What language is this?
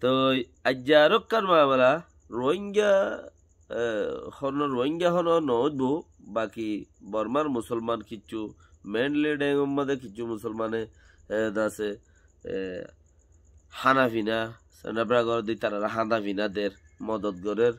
Rohingya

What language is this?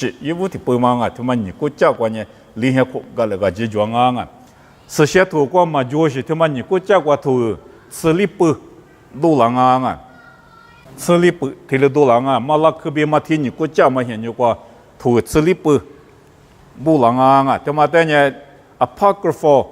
Lisu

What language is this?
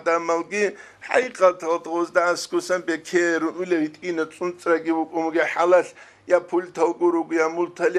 Avaric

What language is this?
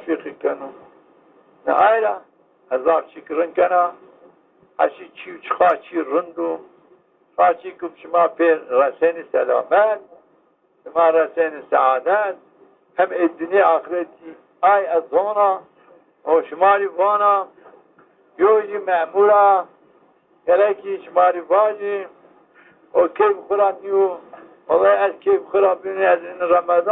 Zaza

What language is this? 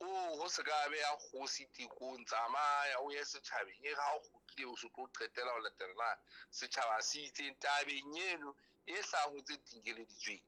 Southern Sotho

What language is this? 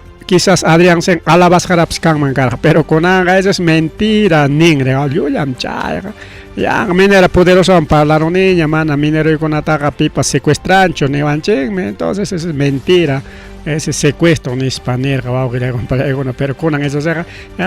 Ayacucho Quechua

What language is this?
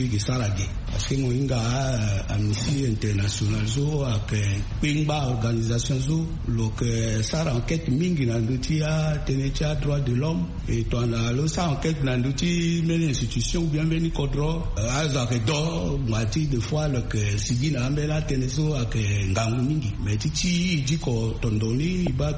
Sango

